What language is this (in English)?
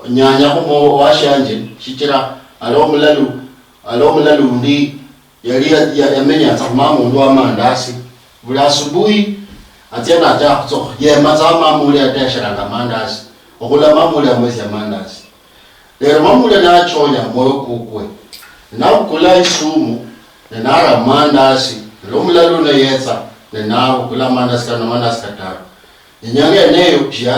Luyia